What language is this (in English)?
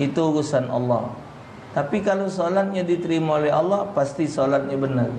Musi